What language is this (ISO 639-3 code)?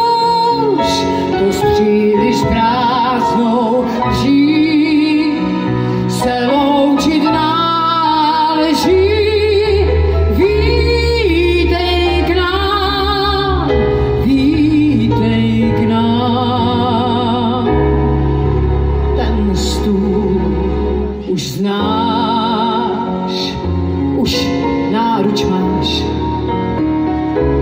ces